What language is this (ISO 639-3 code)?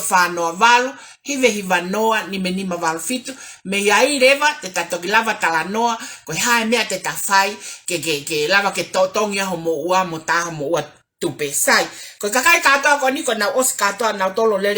ton